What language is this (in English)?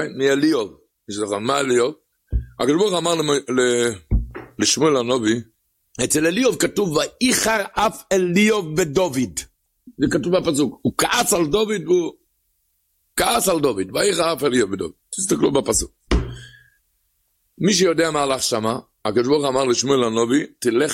Hebrew